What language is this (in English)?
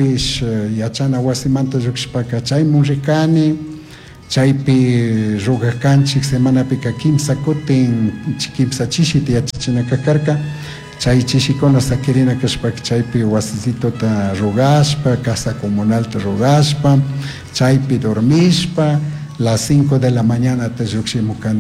Chimborazo Highland Quichua